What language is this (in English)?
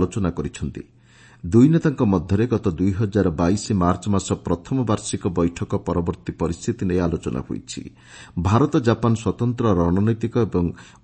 Odia